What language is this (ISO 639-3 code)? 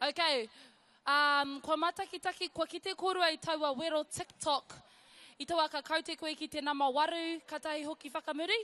mri